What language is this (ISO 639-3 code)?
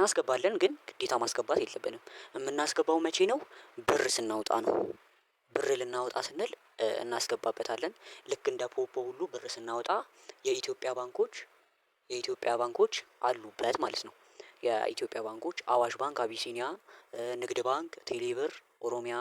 amh